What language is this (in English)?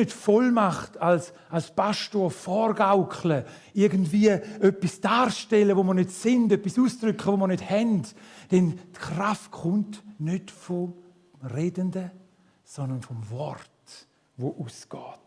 Swiss German